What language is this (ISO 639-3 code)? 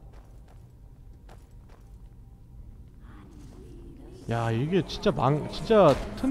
kor